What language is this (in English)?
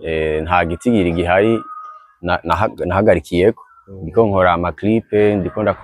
Rundi